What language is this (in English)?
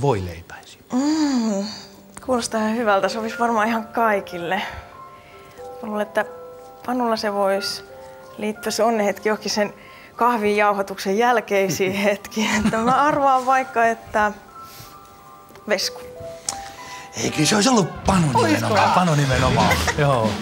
Finnish